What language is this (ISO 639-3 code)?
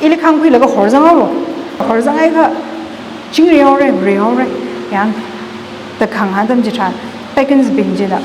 nmf